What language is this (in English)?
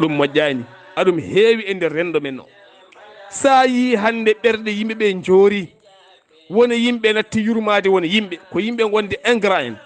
Fula